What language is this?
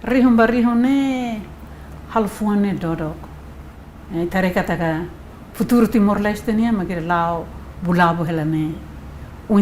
Tetum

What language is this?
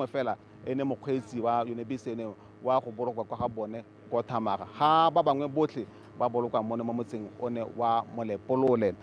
Tswana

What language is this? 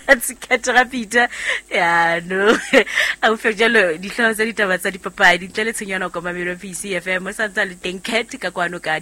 Southern Sotho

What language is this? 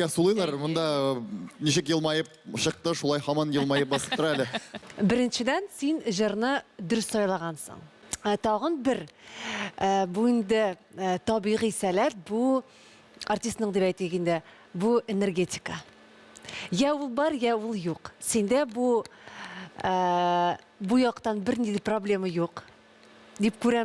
Tatar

